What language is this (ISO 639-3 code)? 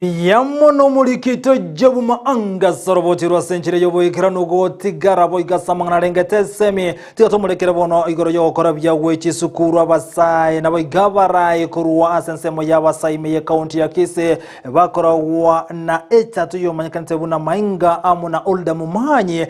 guz